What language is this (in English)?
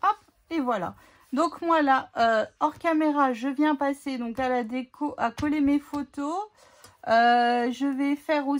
French